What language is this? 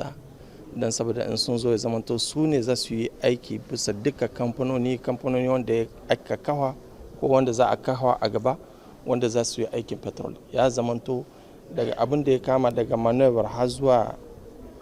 Hausa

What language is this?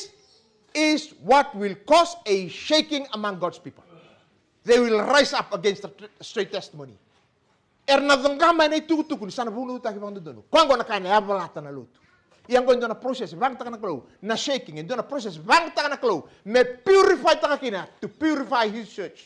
Fijian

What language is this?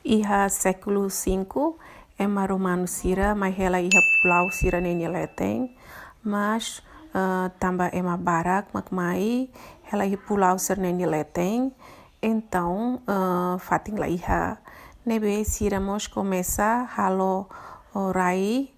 Tetum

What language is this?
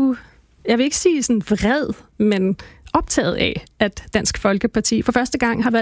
Danish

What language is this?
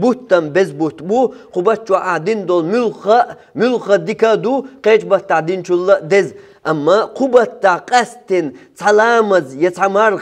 Chechen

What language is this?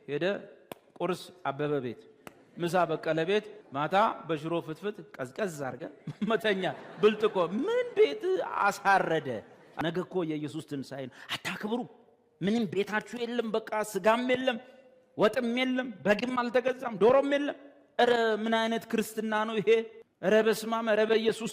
Amharic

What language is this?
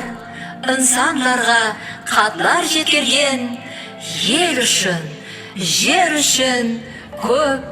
Kara-Kalpak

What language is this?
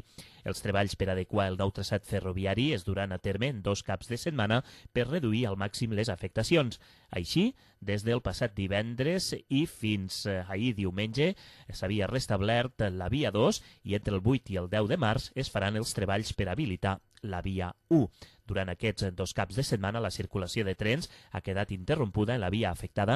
Catalan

